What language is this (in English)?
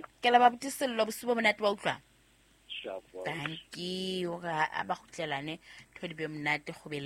Southern Sotho